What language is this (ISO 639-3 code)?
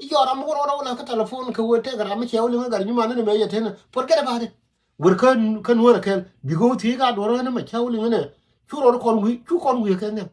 nus